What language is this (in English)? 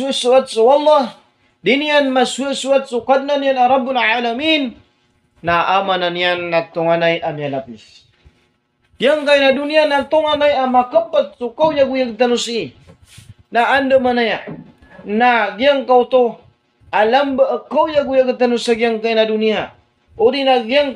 Maranao